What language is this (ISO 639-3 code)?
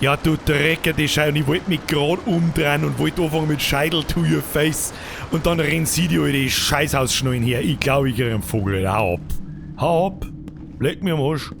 bar